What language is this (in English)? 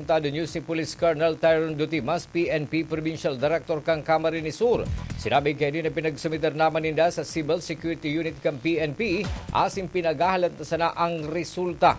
Bikol